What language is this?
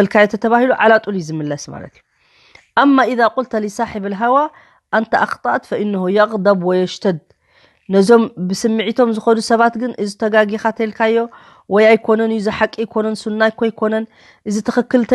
Tigrinya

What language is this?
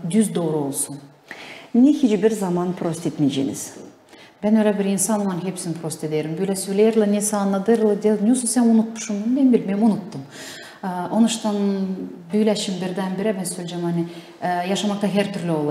Gagauz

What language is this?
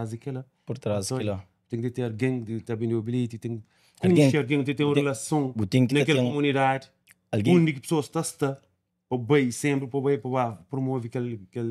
Kabuverdianu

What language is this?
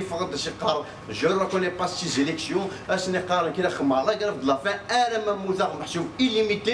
Kabyle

